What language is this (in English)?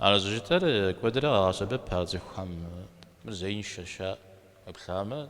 Kabardian